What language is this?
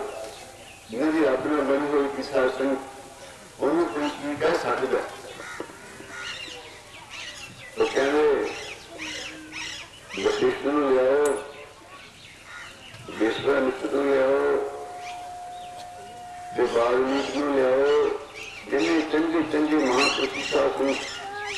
Punjabi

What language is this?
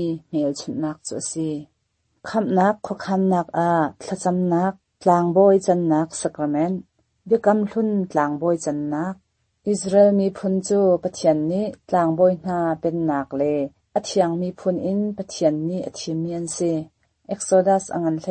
Hakha Chin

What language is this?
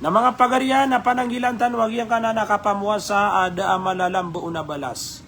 Maranao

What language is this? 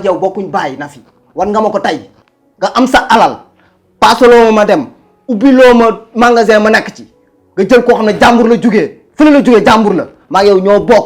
Wolof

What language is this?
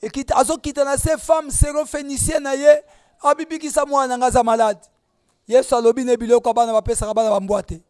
Lingala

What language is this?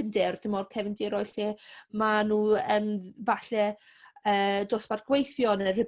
Welsh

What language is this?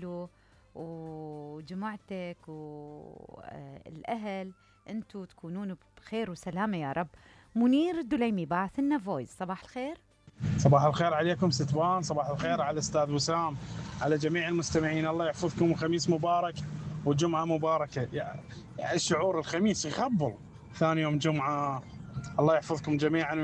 Mesopotamian Arabic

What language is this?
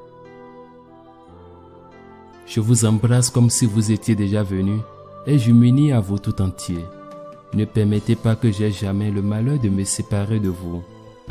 French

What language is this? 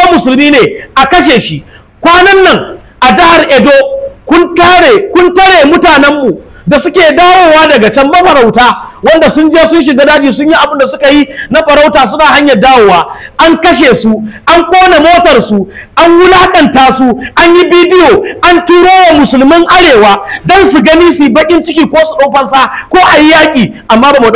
Hausa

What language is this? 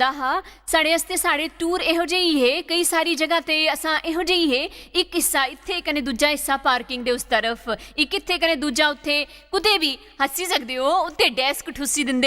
Dogri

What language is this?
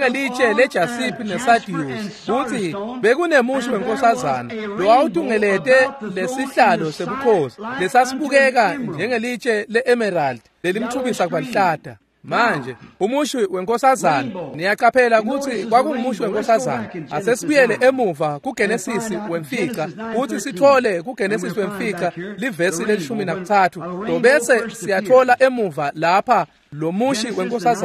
Swati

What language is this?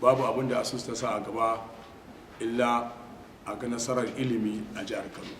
Hausa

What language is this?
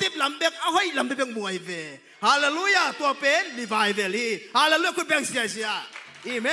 Tedim Chin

